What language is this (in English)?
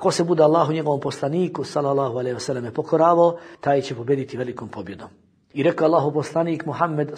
Bosnian